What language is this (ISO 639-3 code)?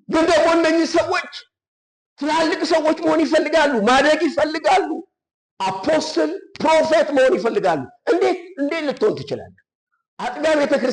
amh